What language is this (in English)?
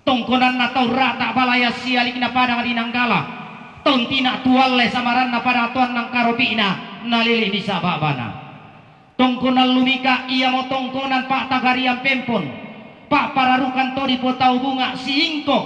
Toraja-Sa'dan